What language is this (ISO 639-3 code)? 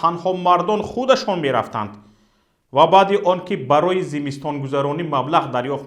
tgk